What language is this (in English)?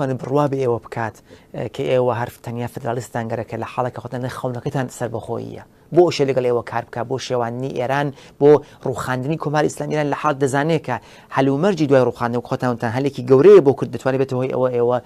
Central Kurdish